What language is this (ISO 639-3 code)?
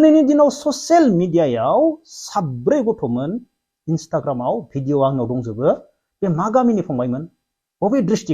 brx